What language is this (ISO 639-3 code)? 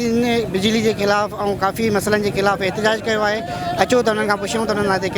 snd